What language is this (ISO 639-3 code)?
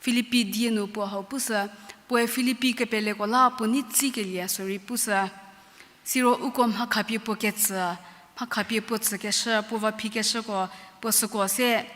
njm